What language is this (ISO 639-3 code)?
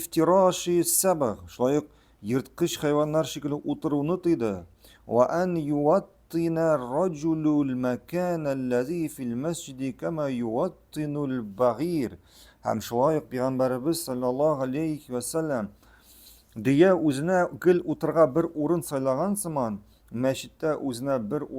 tat